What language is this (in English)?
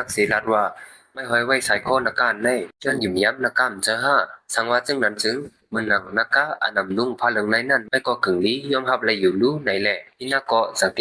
Shan